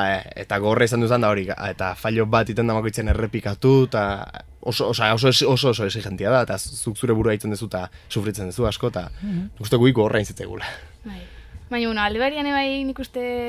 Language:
Basque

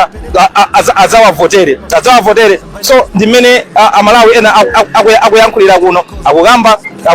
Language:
Nyanja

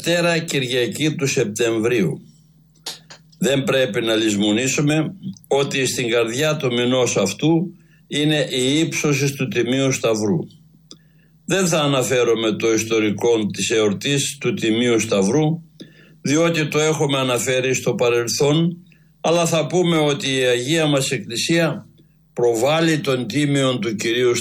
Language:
Greek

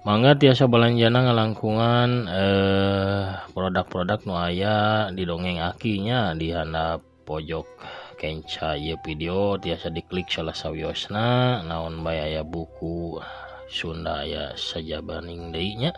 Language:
Sundanese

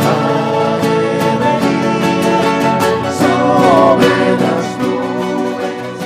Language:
South Bolivian Quechua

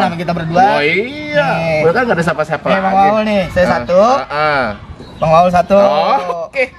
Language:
Betawi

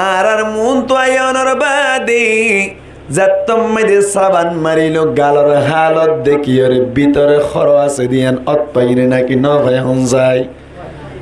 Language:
Rohingya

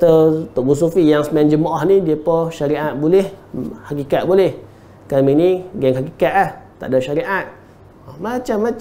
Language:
Malay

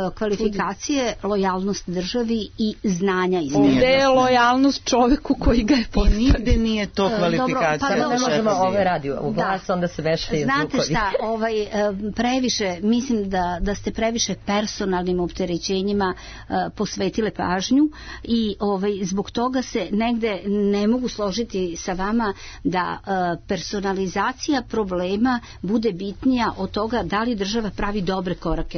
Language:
Serbian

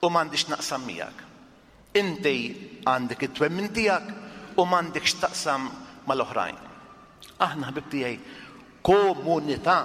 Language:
Maltese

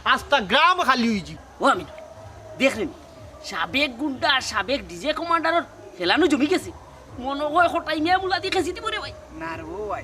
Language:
Sylheti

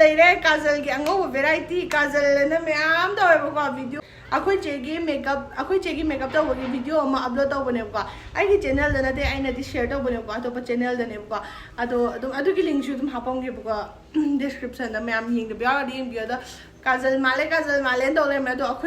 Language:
Manipuri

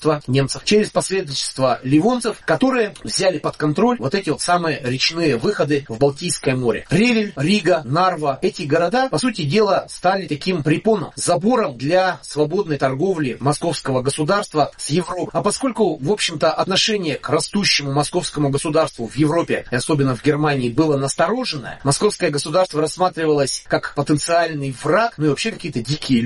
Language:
Russian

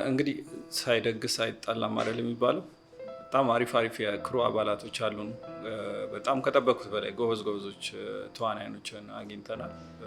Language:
Amharic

